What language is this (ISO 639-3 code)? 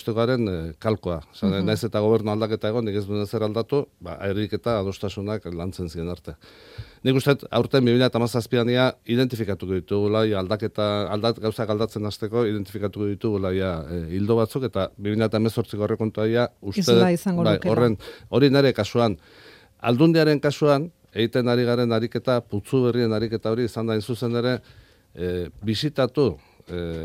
eus